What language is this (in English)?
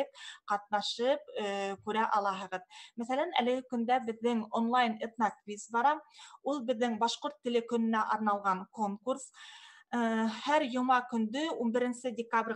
Bashkir